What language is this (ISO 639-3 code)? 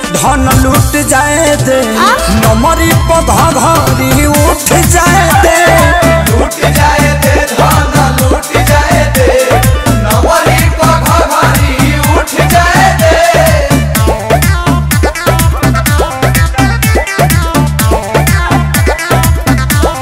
bho